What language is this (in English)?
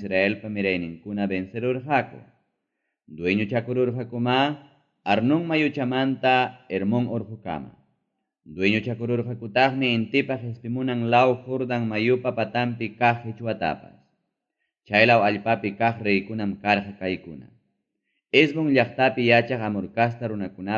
Ayacucho Quechua